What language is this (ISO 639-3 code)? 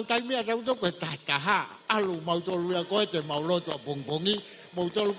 ton